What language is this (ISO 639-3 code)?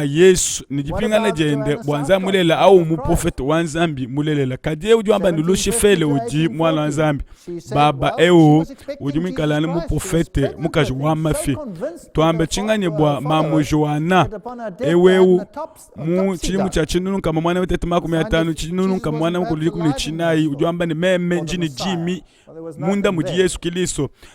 lua